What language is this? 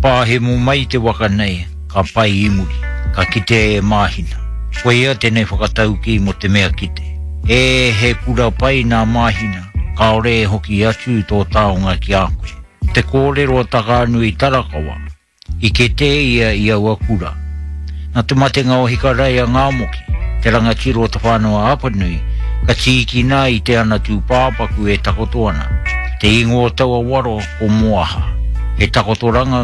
Māori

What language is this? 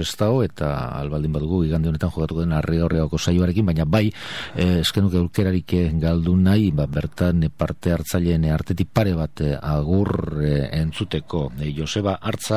Basque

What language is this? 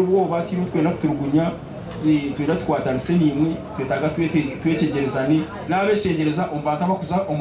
Nyankole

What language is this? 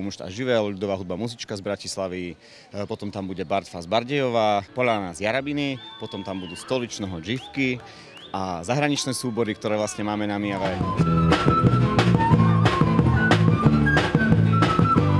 Slovak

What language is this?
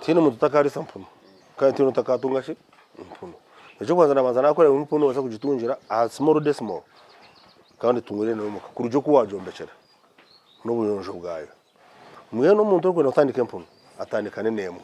Nyankole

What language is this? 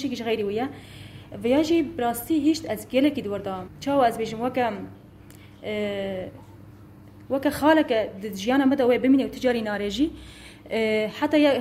Kurdish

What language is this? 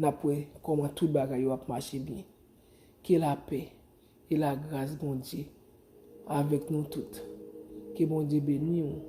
Haitian Creole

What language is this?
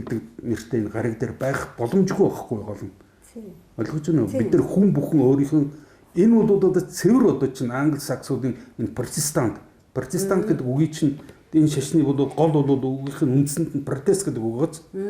Mongolian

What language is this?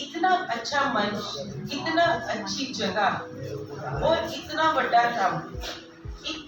Dogri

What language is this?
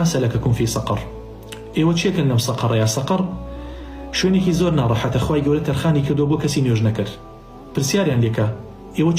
Central Kurdish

